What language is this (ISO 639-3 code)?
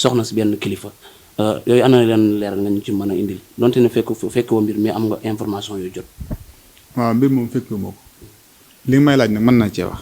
wol